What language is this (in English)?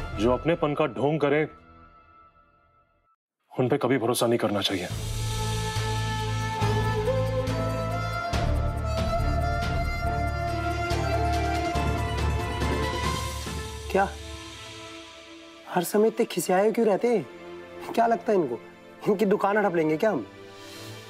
Hindi